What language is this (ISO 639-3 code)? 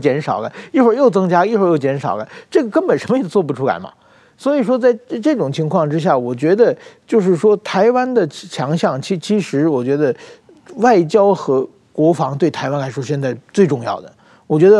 zho